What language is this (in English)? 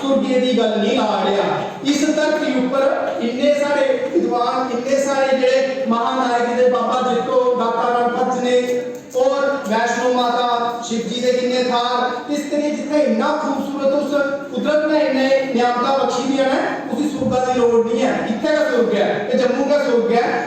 Dogri